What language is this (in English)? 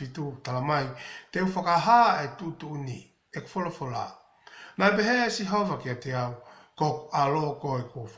Tongan